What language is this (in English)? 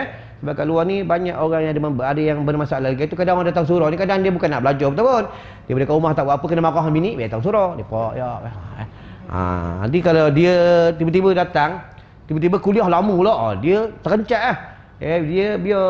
Malay